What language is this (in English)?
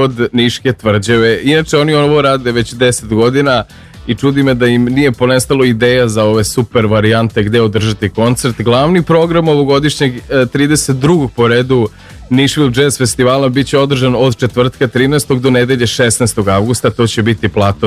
Serbian